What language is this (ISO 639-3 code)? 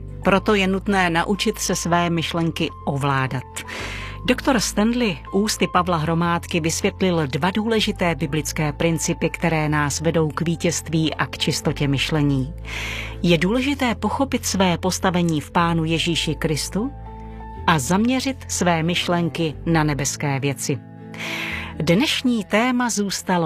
ces